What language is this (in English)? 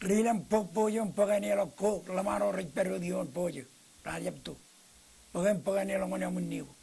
Marshallese